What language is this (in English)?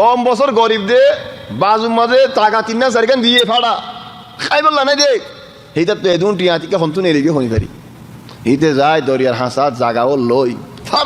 Rohingya